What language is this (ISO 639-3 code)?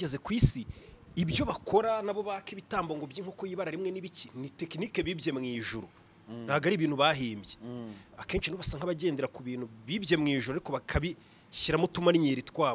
kin